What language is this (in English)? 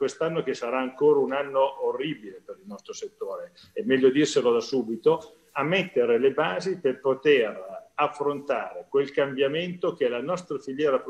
Italian